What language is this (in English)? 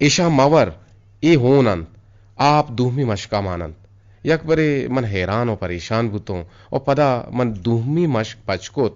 Eastern Balochi